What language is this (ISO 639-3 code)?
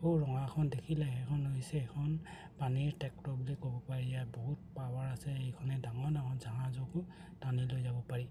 asm